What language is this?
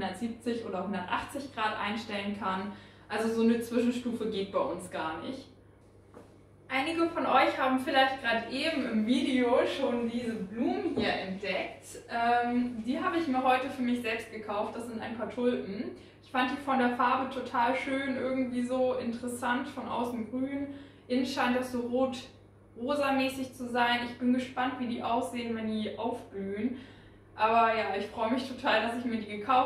German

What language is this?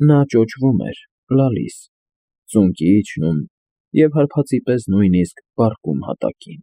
Armenian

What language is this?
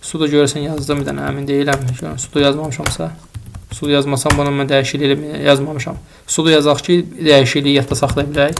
Azerbaijani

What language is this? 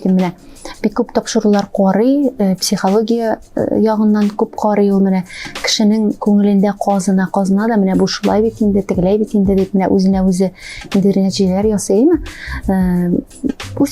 Tatar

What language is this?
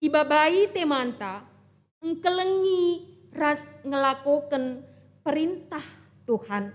Batak Karo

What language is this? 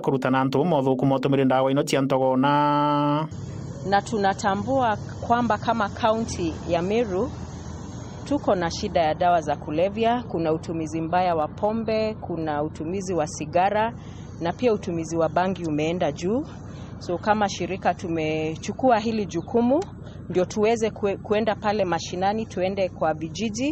Meru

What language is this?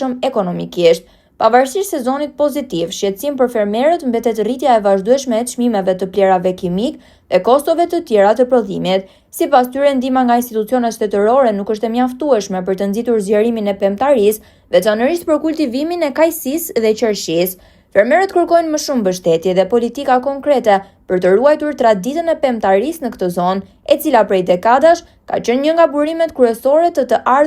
Albanian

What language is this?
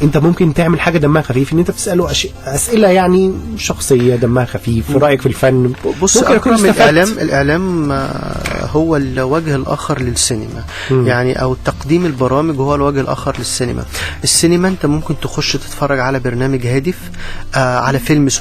Egyptian Arabic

